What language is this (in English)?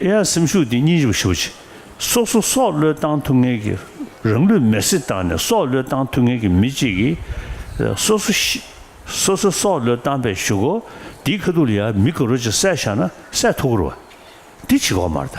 Tibetan